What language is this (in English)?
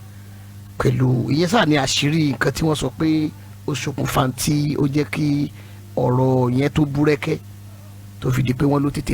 Yoruba